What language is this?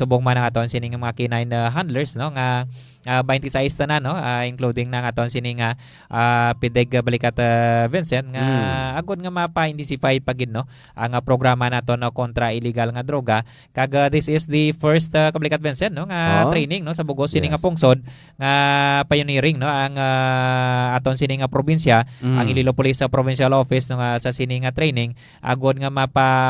Hiligaynon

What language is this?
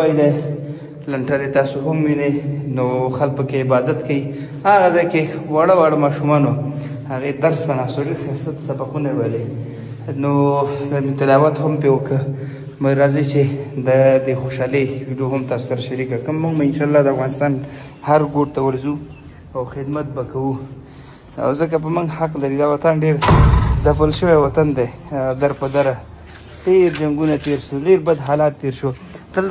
Pashto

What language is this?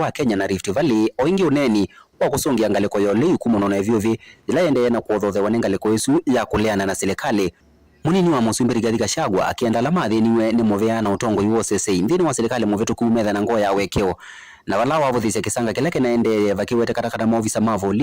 Kamba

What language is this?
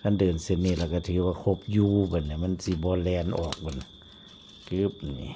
Northeastern Thai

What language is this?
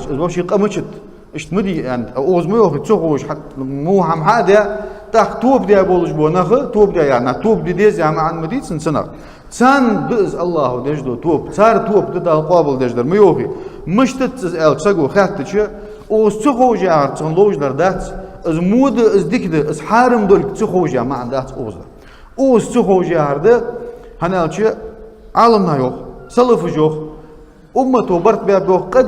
Ingush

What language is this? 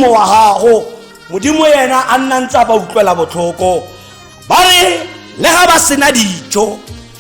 Tswana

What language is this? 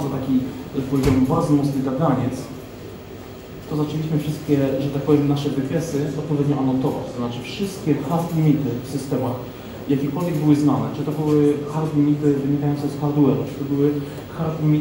Polish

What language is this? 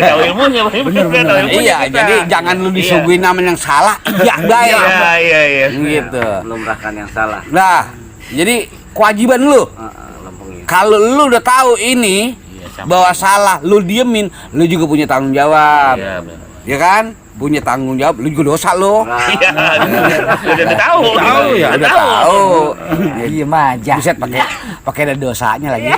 Betawi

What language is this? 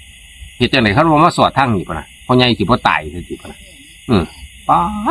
Northeastern Thai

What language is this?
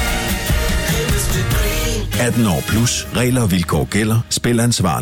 Danish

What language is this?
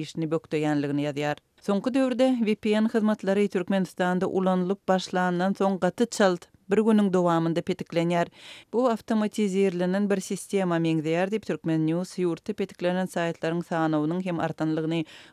Turkmen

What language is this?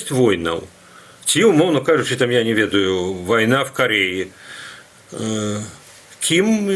Belarusian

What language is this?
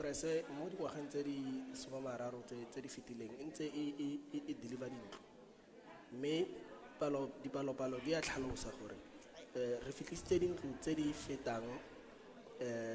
Tswana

